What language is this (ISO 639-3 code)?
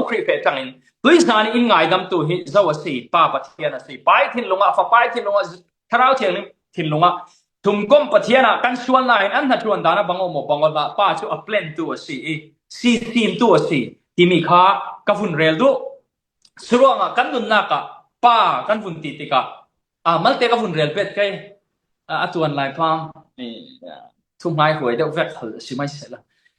cfm